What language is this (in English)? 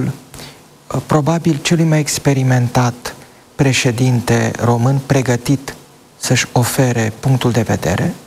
Romanian